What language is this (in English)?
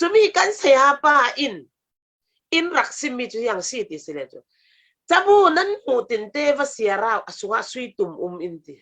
Falam Chin